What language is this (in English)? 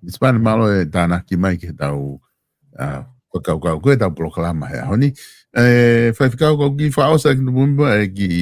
Tongan